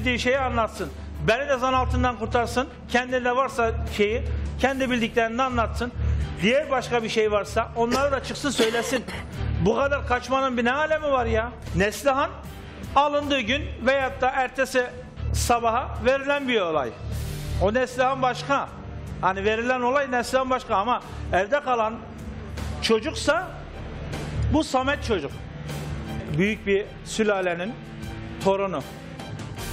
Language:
Turkish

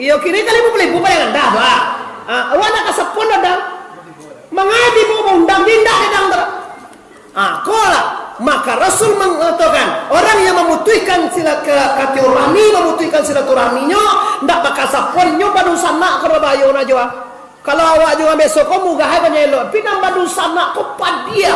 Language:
Minangkabau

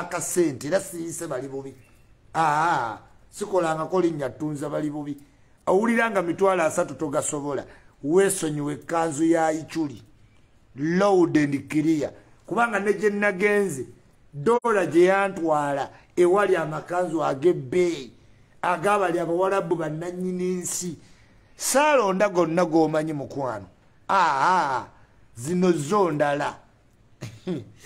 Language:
Ganda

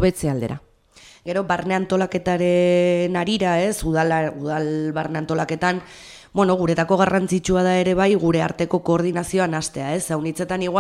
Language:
Basque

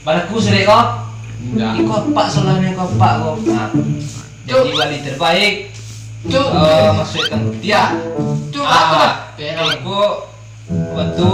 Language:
Minangkabau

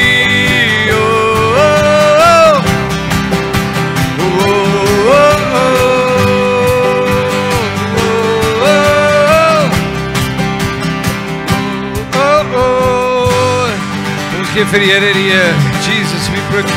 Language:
Afrikaans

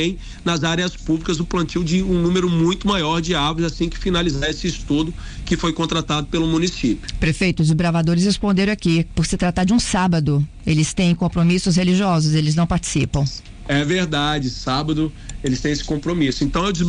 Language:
Portuguese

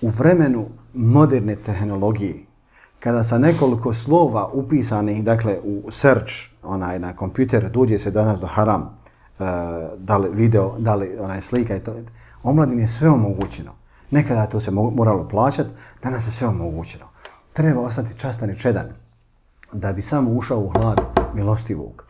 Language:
Bosnian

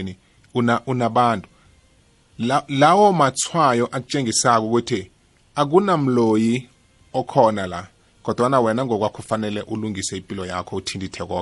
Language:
South Ndebele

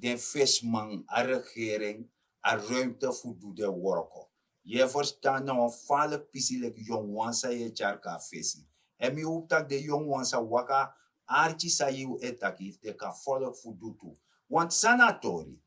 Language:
Sranan Tongo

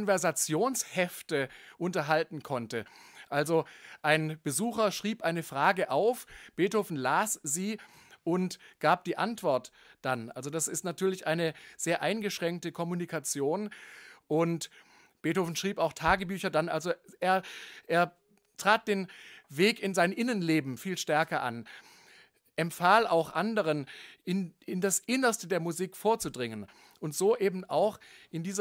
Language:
German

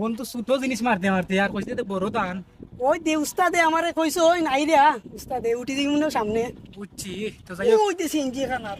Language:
Sylheti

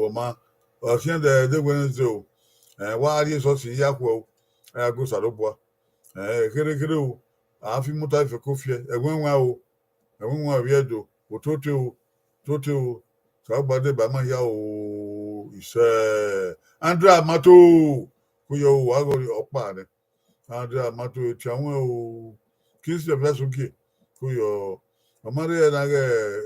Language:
Bini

